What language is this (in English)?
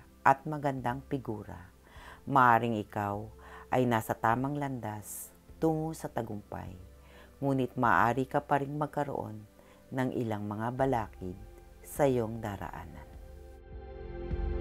Filipino